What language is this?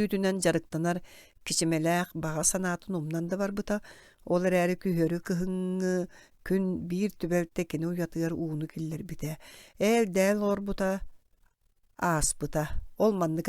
Yakut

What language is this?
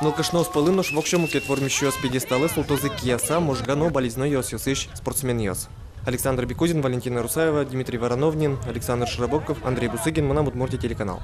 Udmurt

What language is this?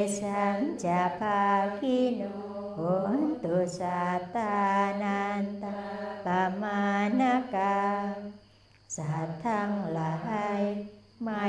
Thai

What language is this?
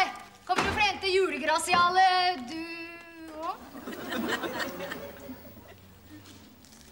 Norwegian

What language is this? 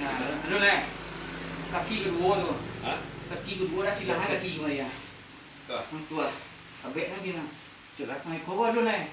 Minangkabau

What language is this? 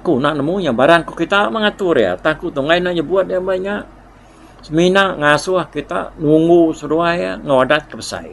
Iban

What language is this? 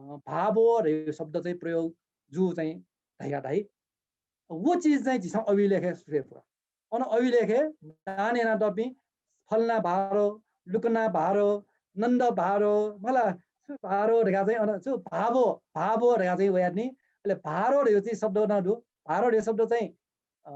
Newari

